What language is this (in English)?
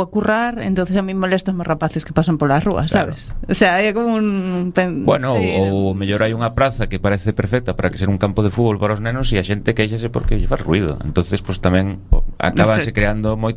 Galician